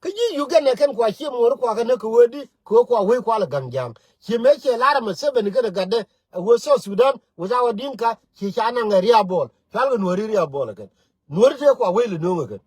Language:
Nuer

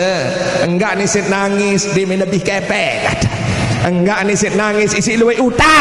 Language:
Sasak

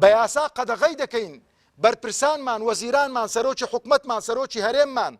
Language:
Central Kurdish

